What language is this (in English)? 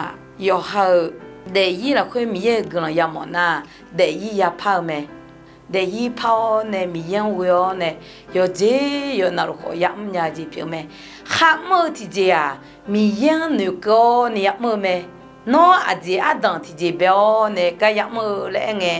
Akha